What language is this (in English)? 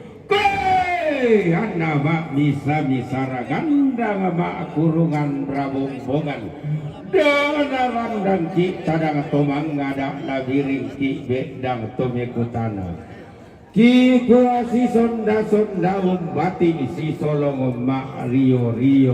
Toraja-Sa'dan